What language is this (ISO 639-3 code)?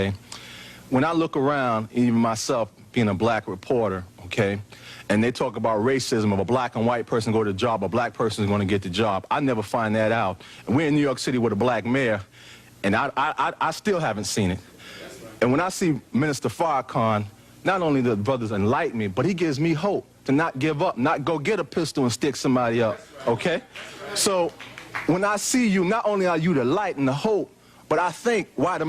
jam